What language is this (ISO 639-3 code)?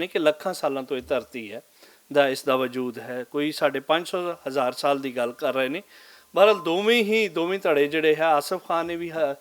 lah